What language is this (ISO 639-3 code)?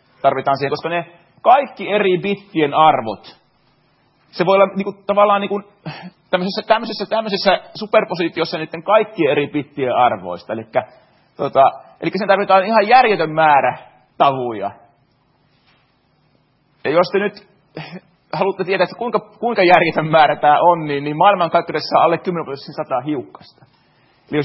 fin